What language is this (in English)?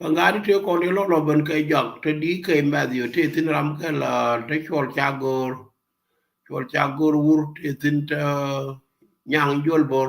Nuer